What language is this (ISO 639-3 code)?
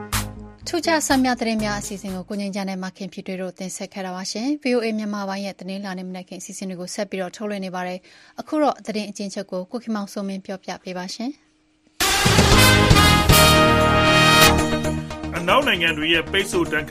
mya